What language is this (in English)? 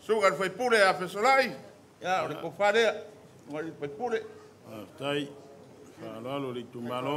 Samoan